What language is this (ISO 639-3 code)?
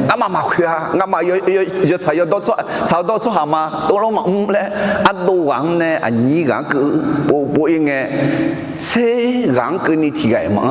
ahk